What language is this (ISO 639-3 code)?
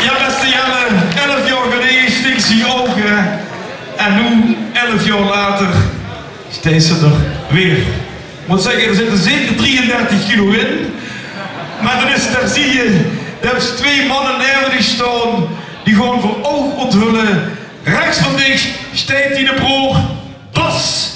lim